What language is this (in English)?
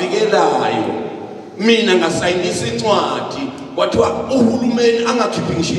Zulu